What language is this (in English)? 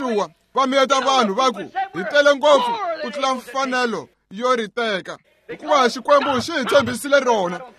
Tsonga